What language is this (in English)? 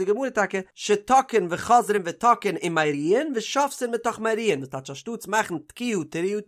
Yiddish